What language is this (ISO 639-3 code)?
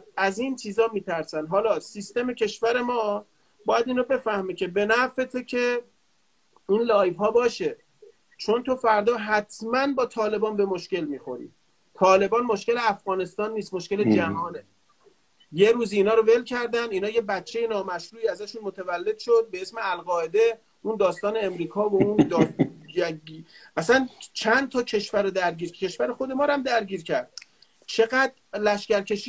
fas